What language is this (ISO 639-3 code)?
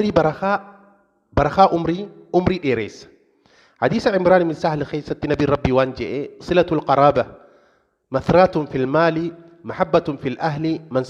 orm